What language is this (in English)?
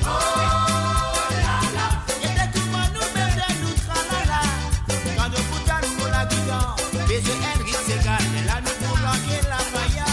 Morisyen